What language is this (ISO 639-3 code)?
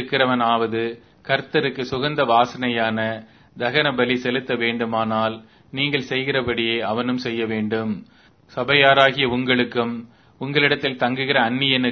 tam